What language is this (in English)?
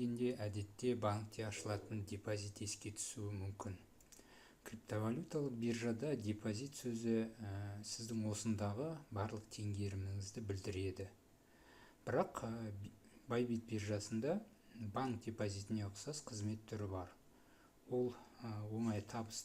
Kazakh